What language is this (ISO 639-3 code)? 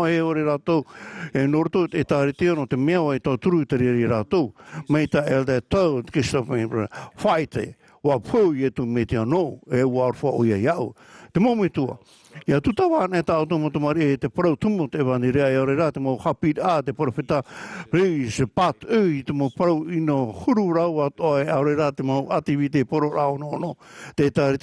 tah